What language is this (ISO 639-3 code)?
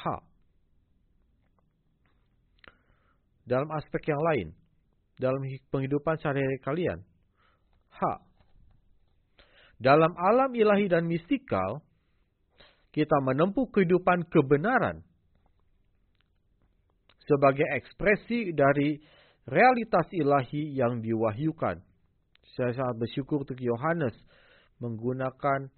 ind